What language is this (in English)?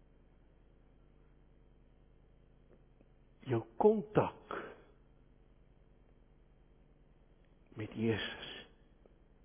Afrikaans